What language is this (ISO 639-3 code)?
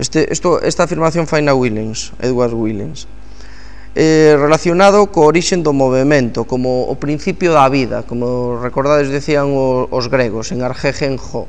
glg